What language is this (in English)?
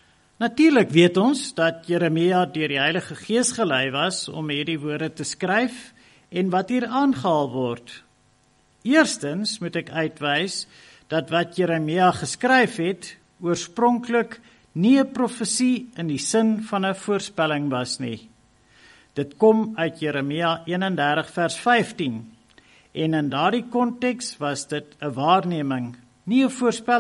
Afrikaans